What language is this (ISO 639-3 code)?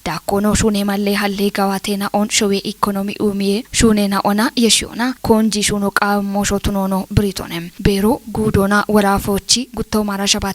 kbr